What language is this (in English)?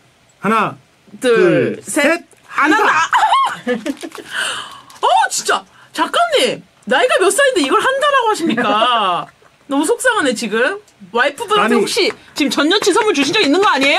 Korean